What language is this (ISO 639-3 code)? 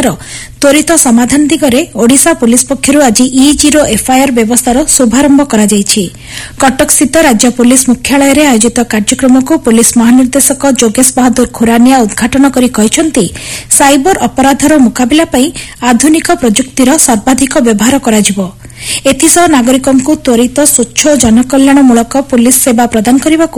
ori